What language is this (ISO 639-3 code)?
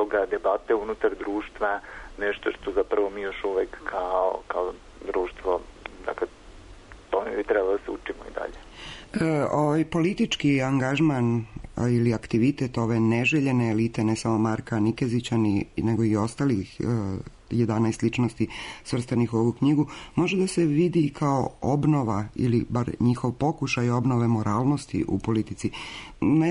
srp